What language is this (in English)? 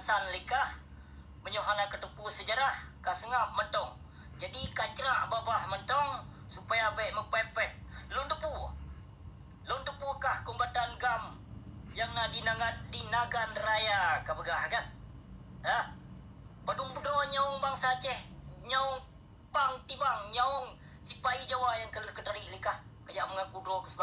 Achinese